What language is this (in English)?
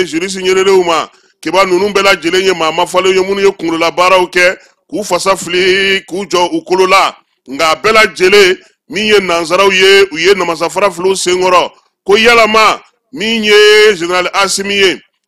Bambara